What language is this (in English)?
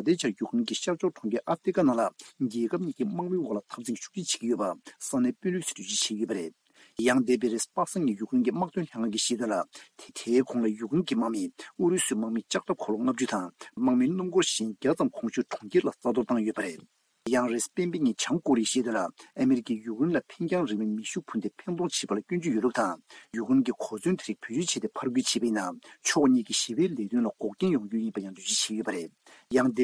Tibetan